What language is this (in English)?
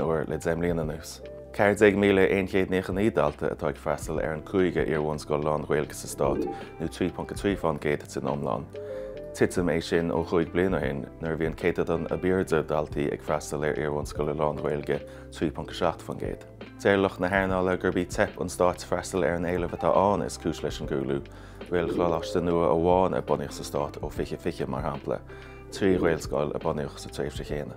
Irish